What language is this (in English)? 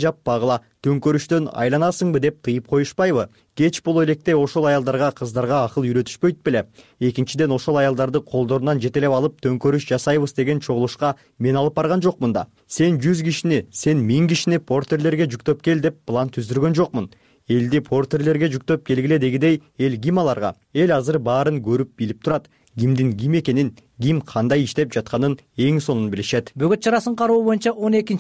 Kyrgyz